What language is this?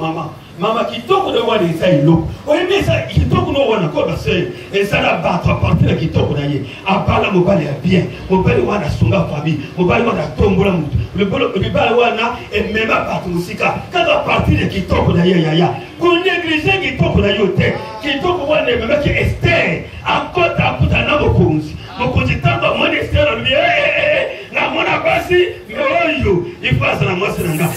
Lingala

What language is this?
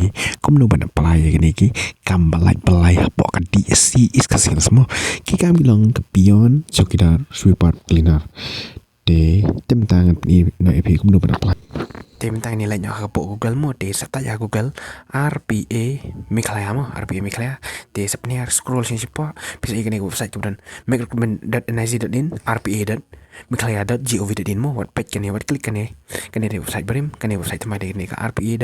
Khasi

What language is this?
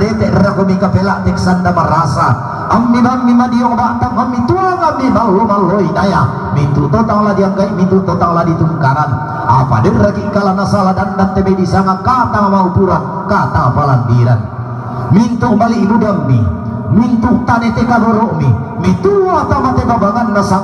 Toraja-Sa'dan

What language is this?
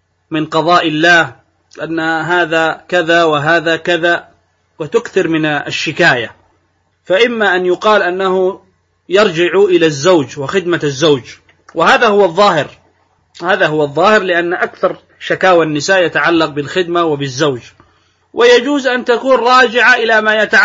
Arabic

